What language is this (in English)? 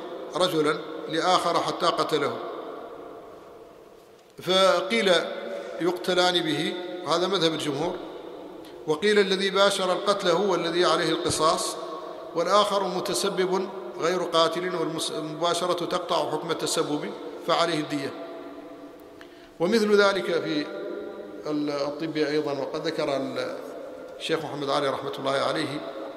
Arabic